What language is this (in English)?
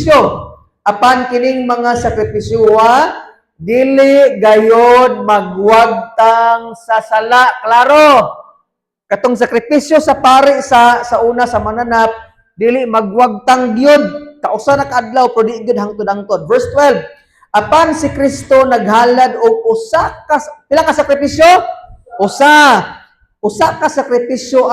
Cebuano